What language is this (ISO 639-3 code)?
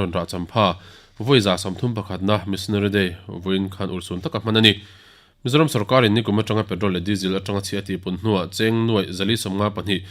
lus